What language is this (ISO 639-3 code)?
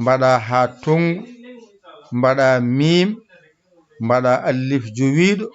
ful